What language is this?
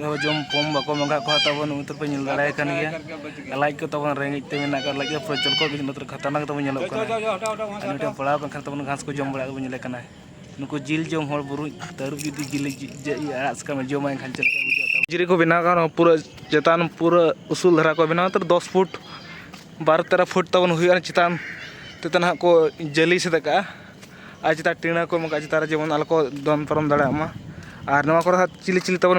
Santali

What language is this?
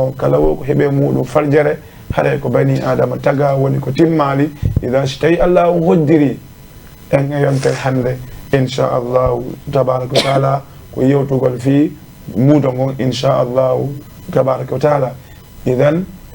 Fula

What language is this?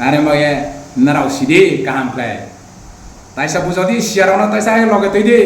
Riang (India)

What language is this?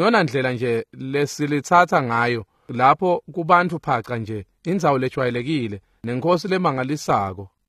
Swati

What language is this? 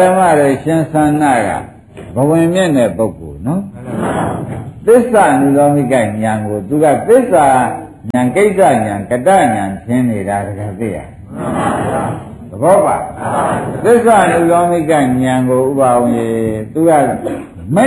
Burmese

